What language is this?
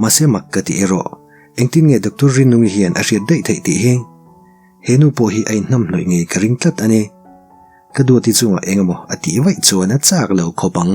Mizo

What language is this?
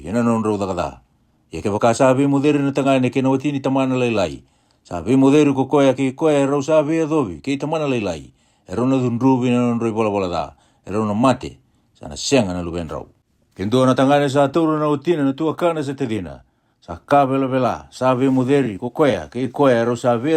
Fijian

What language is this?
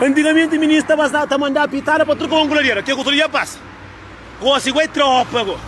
Kabuverdianu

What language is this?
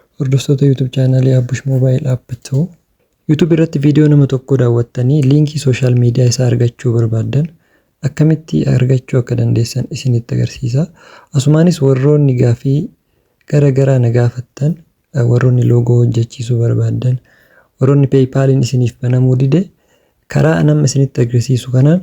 Oromo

